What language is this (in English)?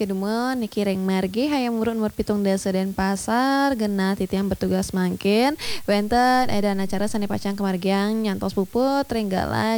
Balinese